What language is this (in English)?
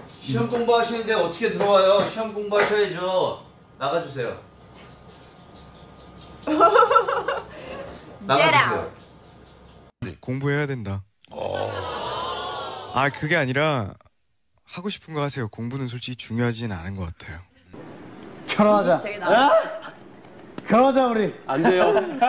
Korean